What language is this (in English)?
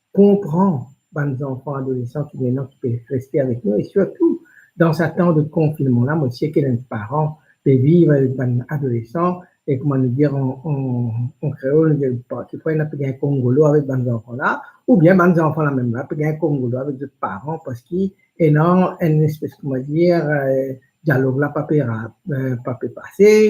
Morisyen